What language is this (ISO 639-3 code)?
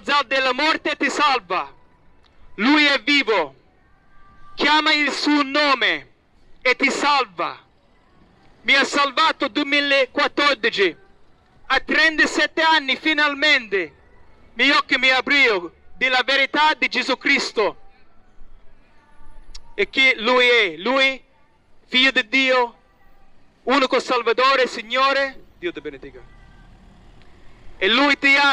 ita